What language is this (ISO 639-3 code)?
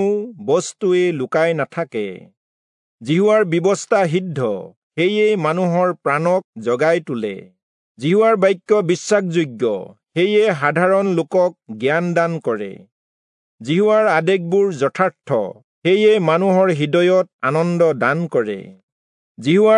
asm